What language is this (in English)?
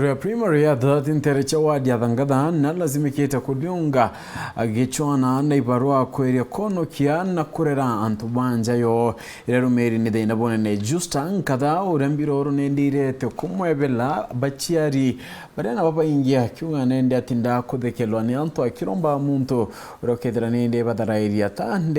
Meru